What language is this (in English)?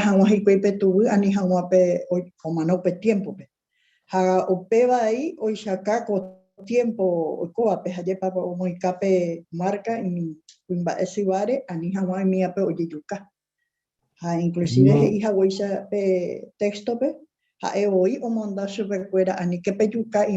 Guarani